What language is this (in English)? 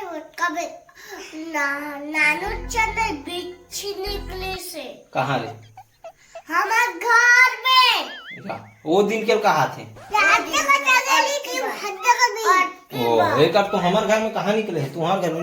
Chhattisgarhi